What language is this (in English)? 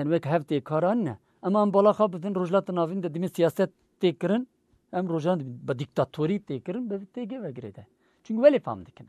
Kurdish